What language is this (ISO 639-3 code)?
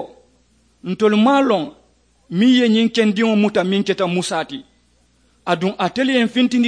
man